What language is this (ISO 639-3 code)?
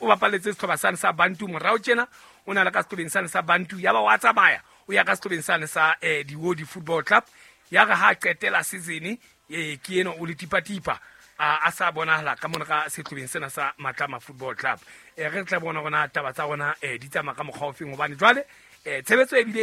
sot